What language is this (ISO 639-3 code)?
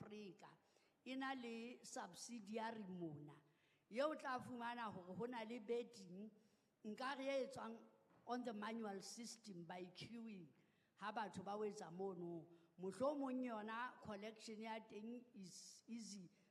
sot